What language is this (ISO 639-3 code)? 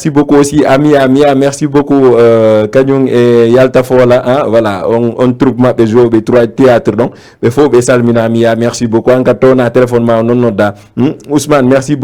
ful